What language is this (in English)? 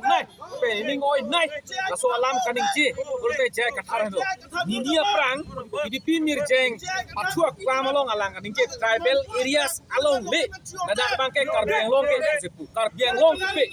Karbi